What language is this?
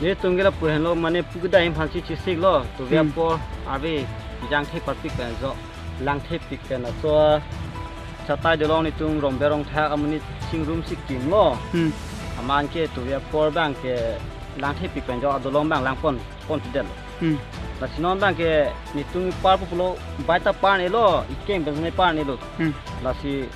Karbi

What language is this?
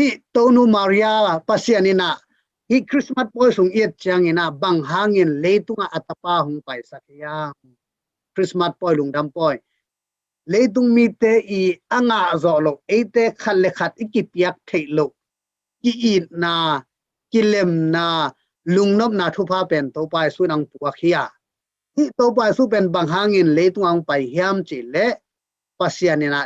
Tedim Chin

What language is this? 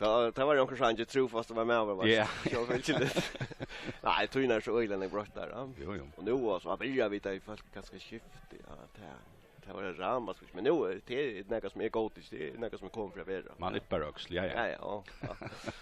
Faroese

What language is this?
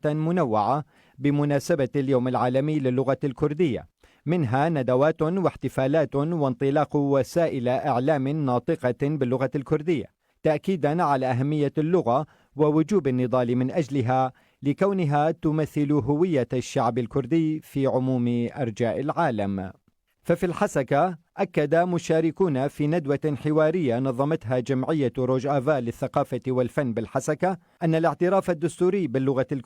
Kurdish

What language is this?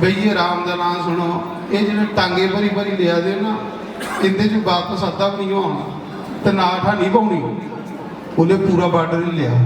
Dogri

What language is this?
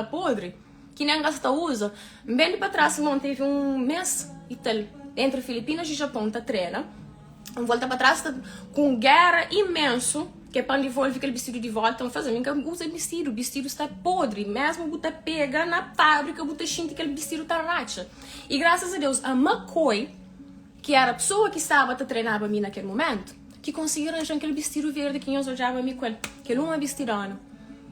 Kabuverdianu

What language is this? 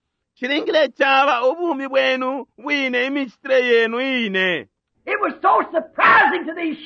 Bemba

